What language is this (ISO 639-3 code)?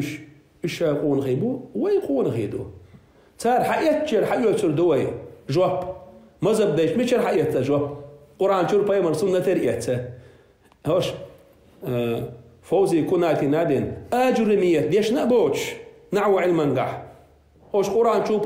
che